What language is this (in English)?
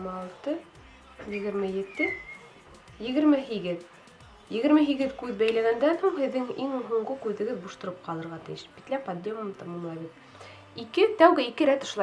Bashkir